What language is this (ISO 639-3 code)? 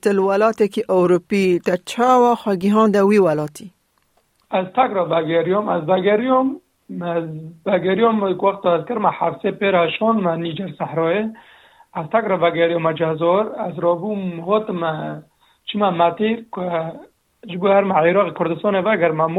kur